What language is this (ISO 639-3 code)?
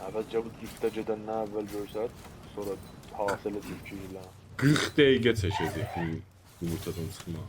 azb